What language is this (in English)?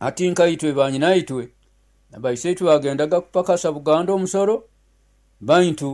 Nyoro